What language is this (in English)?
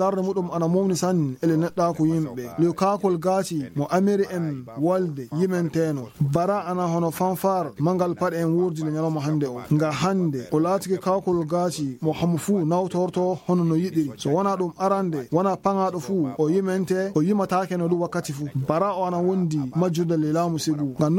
Fula